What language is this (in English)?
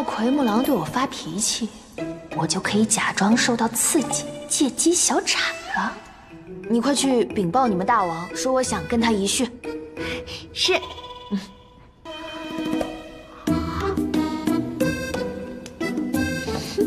Chinese